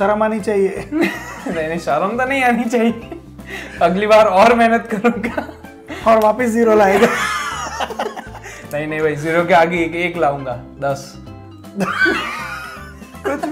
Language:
Hindi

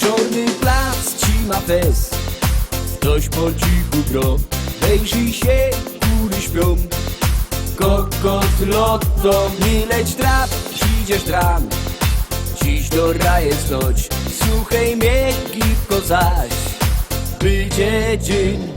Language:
Silesian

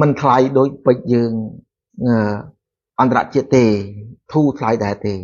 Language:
Khmer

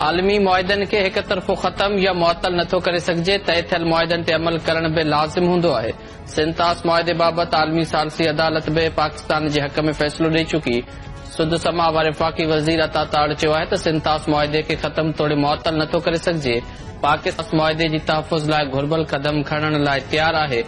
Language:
Sindhi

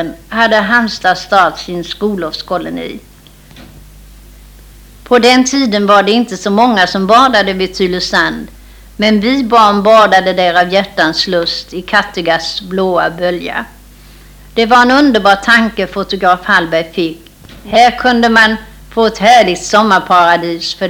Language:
Swedish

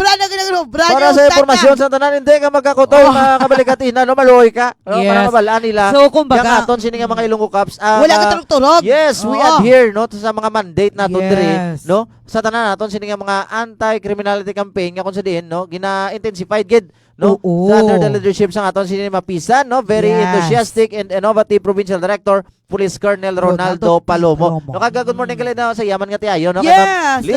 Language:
Hiligaynon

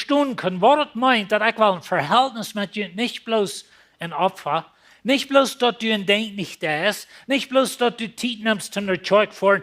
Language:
Plautdietsch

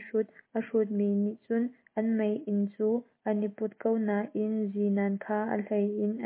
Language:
Hakha Chin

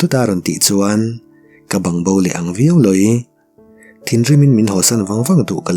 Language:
Mizo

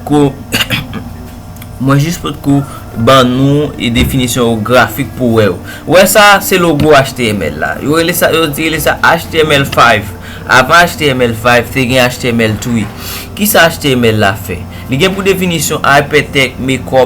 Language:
Haitian Creole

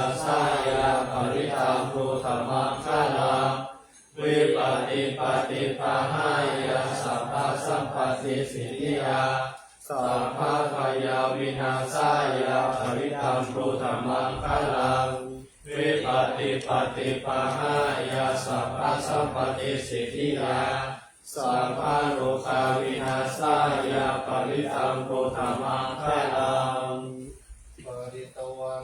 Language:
Pali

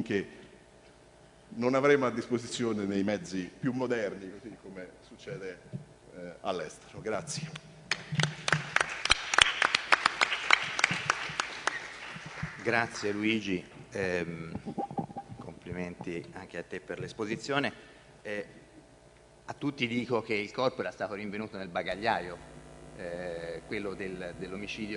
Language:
Italian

